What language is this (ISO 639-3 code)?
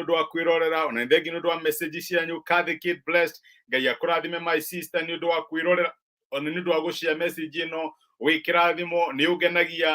kik